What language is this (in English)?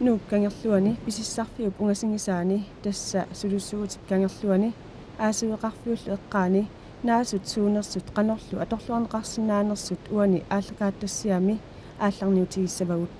Kalaallisut